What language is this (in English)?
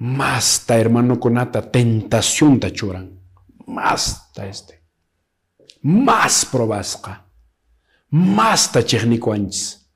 Quechua